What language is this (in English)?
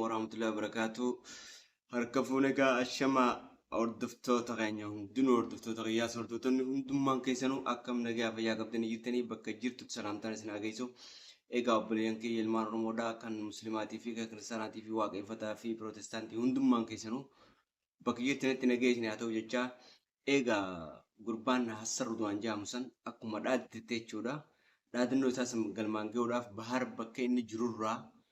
Oromo